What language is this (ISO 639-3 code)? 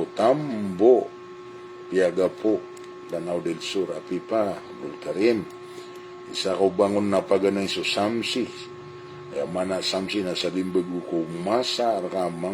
mrw